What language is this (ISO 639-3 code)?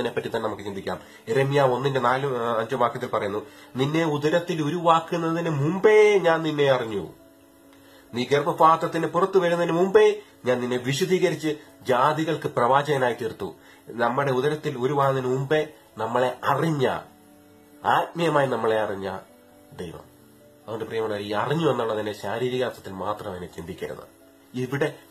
mal